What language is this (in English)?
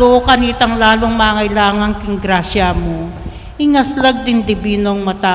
Pampanga